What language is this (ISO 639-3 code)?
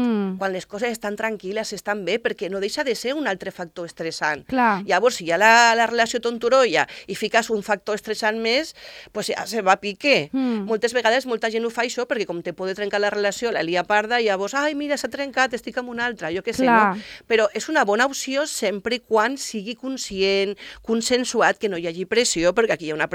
cat